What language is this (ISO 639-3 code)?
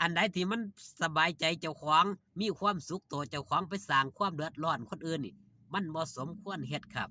tts